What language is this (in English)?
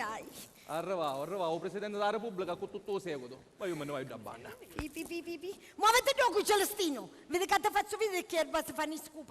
Sicilian